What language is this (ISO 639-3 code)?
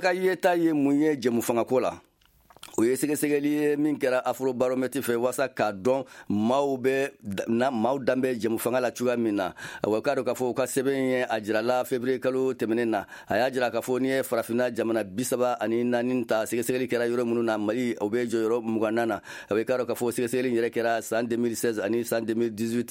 bam